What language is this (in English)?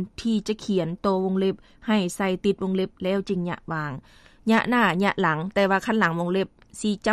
Lao